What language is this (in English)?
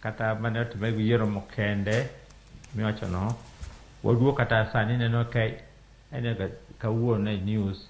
Luo (Kenya and Tanzania)